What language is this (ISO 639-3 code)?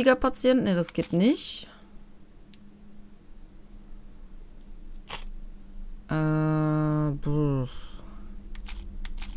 deu